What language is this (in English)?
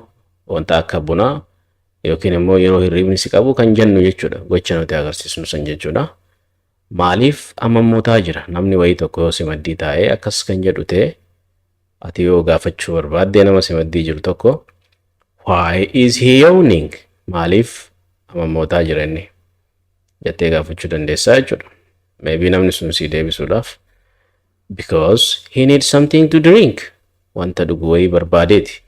Oromo